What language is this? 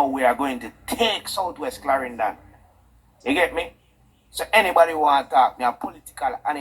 Jamaican Creole English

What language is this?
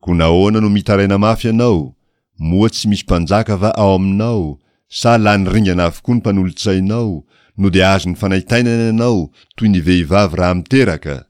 Malagasy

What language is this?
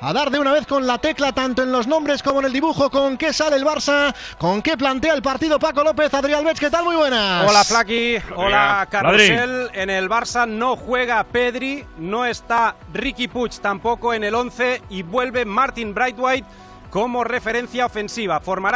Spanish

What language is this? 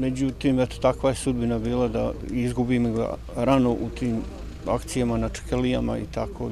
Bosnian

